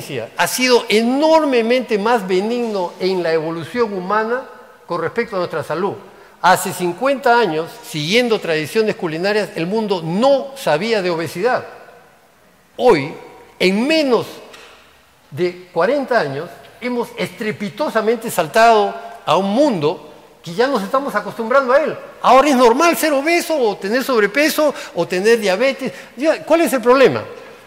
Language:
Spanish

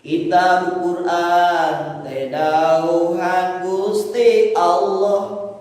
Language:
Sundanese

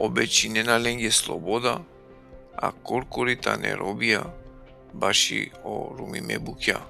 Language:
Balkan Romani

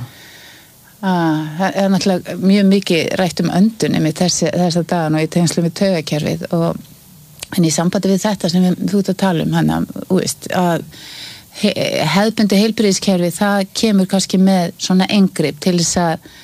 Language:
Icelandic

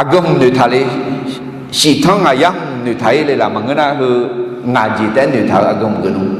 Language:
Akha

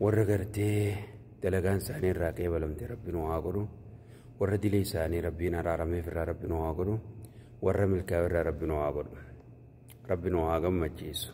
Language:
Oromo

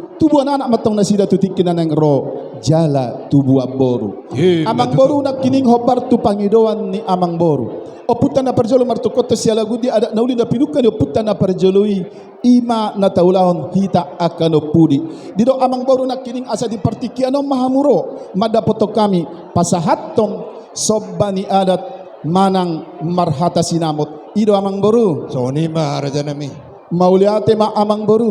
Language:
Batak Toba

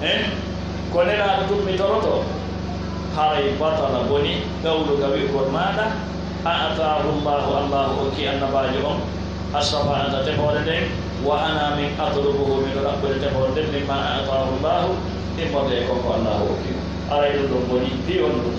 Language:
Pular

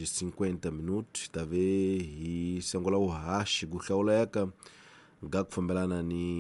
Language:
Tsonga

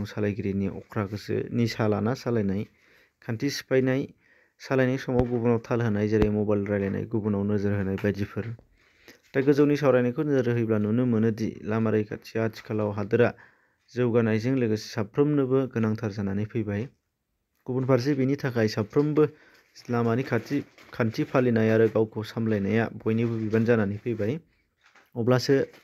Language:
Bodo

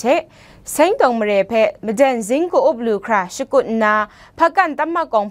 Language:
Kachin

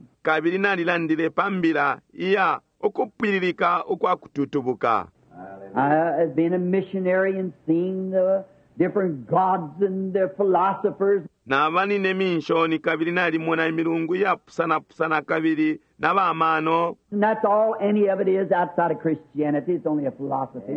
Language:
Bemba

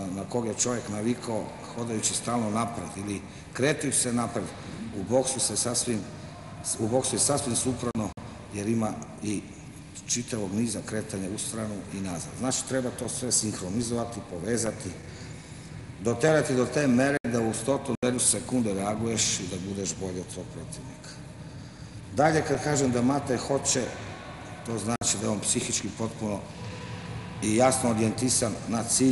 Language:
Serbian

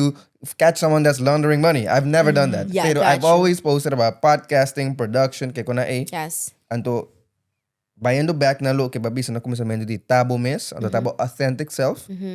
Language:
Papiamento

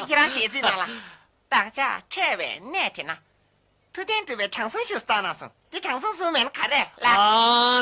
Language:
Tibetan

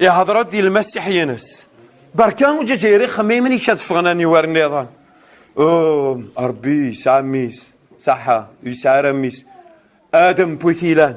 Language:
Kabyle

